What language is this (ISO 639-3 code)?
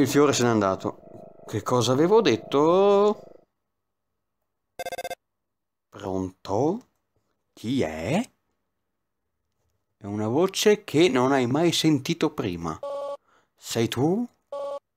ita